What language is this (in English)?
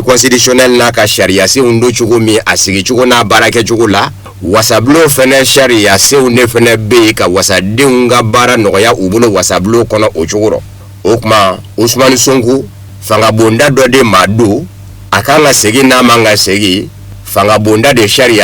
Bambara